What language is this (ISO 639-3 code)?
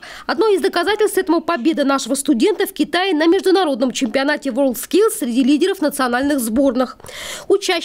rus